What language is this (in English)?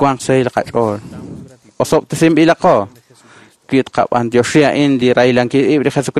Kekchí